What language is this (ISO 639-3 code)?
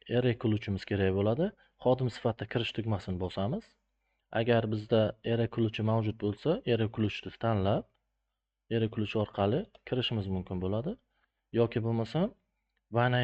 uzb